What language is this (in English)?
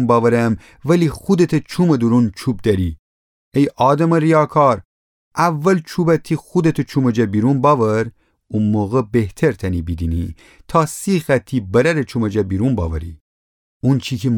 Gilaki